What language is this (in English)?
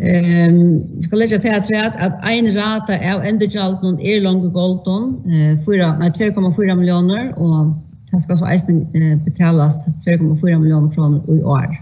Faroese